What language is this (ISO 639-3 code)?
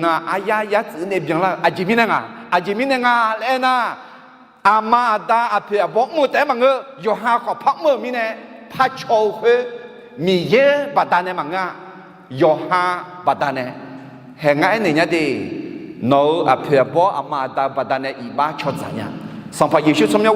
ahk